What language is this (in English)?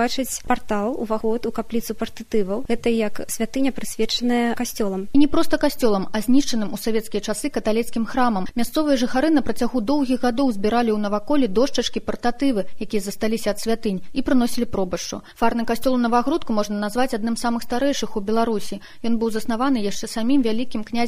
Belarusian